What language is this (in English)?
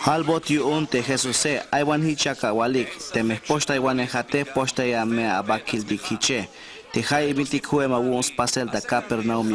Tzeltal